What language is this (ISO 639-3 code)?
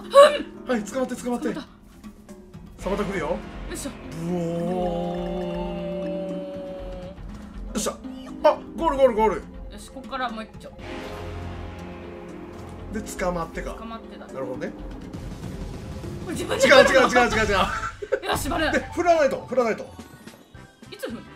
jpn